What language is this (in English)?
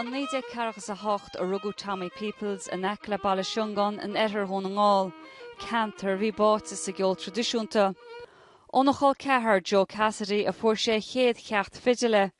Irish